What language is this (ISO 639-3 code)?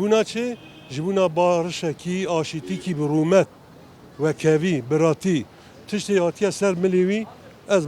kur